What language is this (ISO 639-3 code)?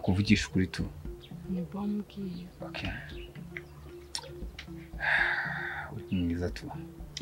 kin